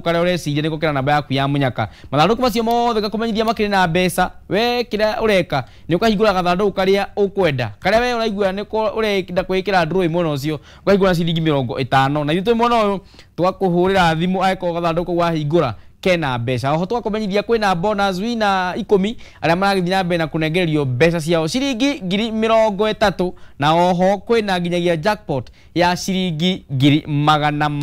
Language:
Kikuyu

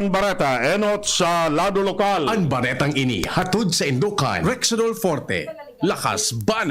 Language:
Bikol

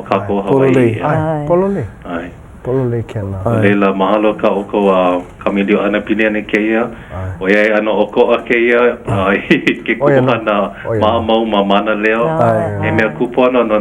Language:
Hawaiian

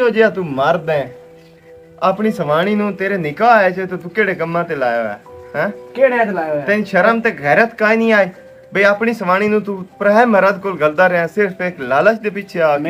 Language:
Western Panjabi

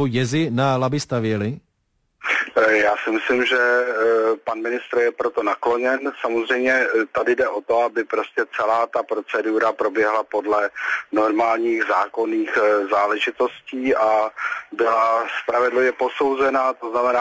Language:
Czech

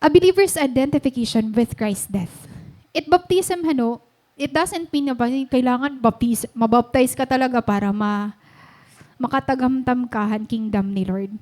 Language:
Waray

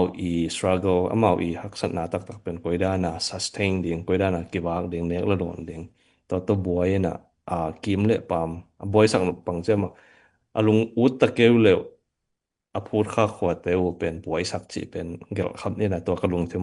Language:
Tedim Chin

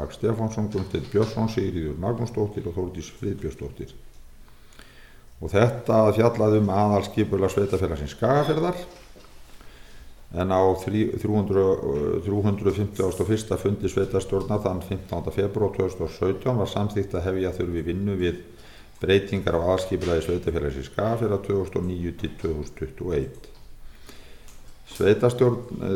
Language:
Icelandic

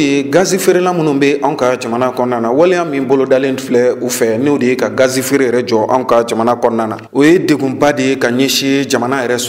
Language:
Bambara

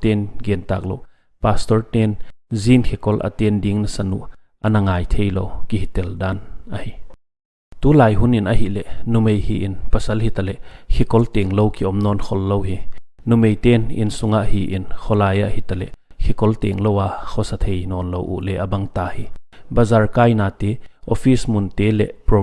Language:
Paite Chin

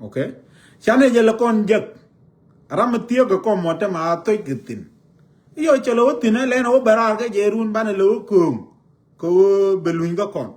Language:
Nuer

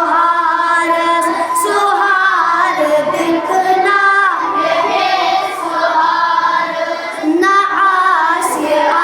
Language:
Kashmiri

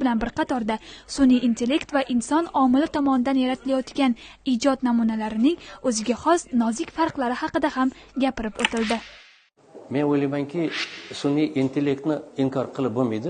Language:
Uzbek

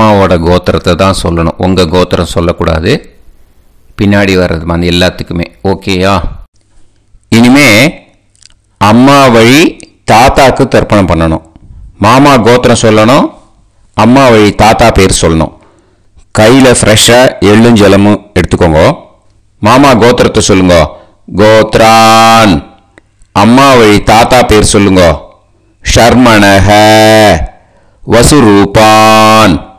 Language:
Tamil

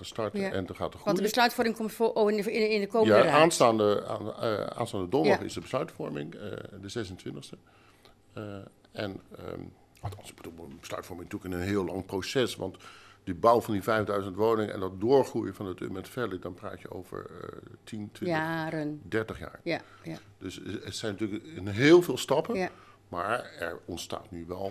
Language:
Dutch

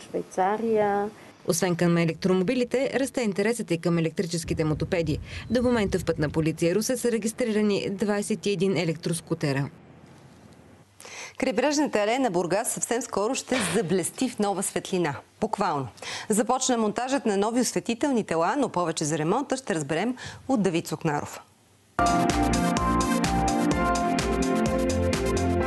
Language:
Bulgarian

